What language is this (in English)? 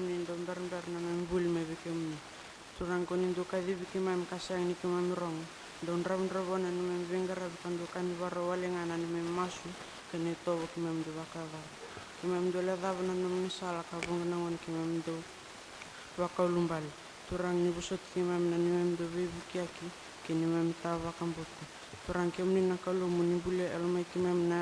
Fijian